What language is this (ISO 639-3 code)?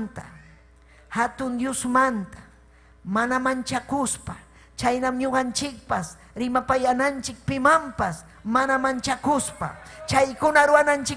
quy